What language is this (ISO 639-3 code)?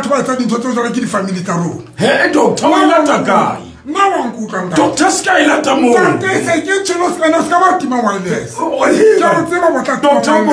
sot